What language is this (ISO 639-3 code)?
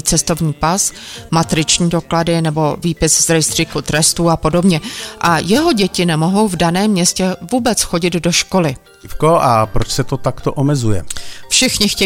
ces